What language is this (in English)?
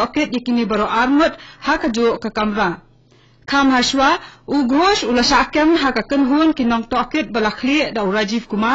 Khasi